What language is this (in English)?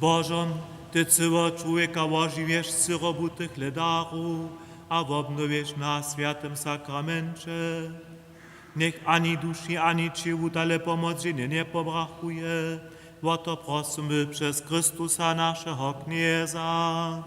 Upper Sorbian